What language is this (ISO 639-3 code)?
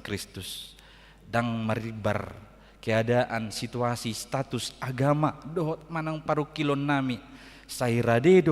bbc